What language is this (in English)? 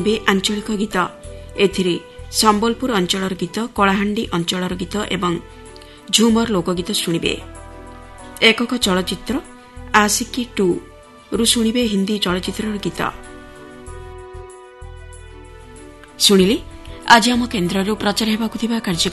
Odia